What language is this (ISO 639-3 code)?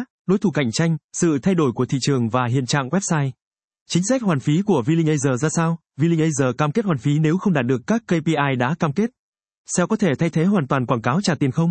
vie